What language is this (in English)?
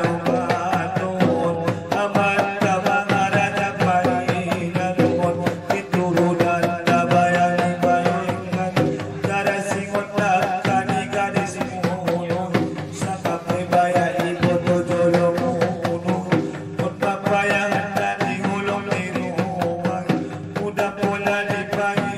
Batak Angkola